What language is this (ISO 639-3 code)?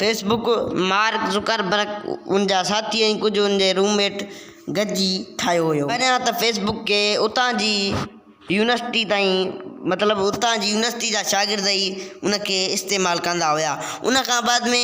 snd